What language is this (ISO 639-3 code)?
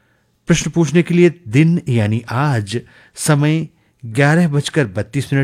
hin